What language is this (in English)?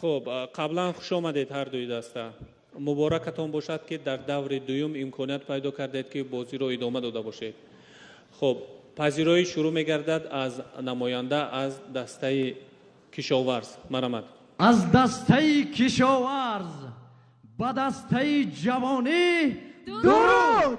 Tajik